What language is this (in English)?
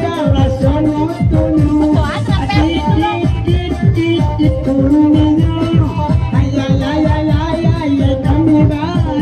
Minangkabau